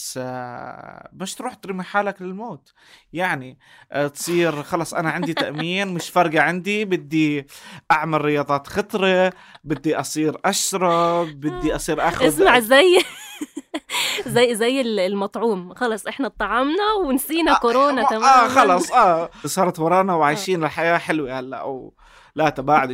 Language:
North Levantine Arabic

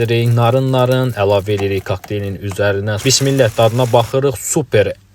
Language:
Azerbaijani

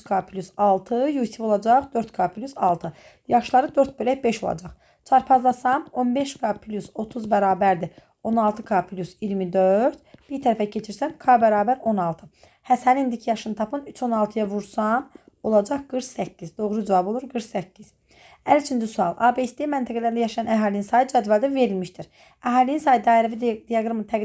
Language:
Azerbaijani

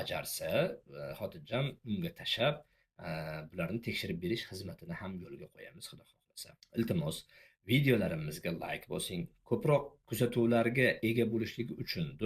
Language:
Uzbek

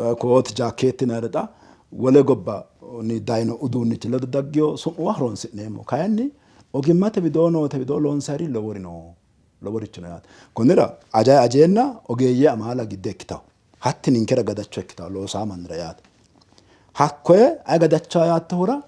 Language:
Sidamo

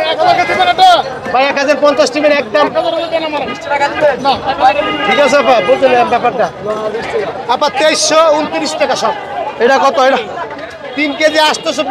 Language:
Bangla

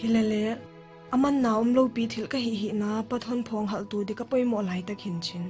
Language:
Paite Chin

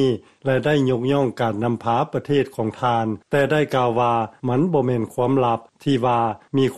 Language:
Lao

